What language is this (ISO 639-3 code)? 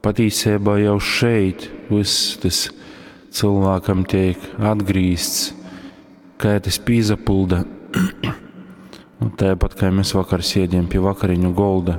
ltg